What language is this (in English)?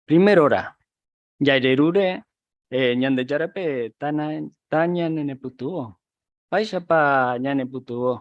Guarani